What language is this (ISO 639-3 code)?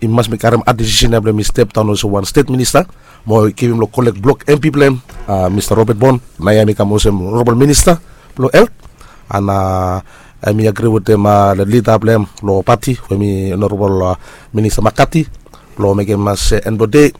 bis